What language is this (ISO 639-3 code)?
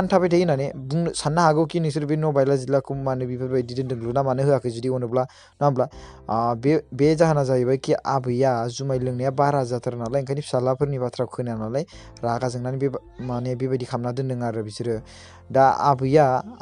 brx